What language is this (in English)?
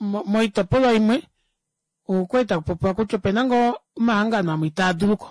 Kuanyama